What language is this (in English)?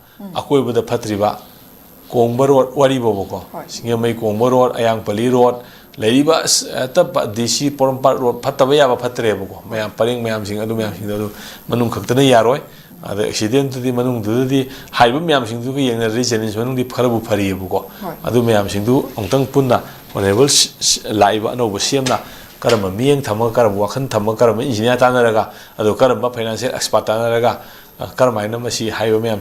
Manipuri